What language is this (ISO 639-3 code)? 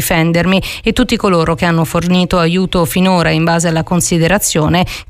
ita